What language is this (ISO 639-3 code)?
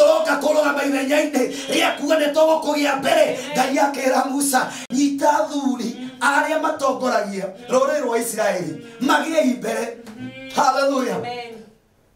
kik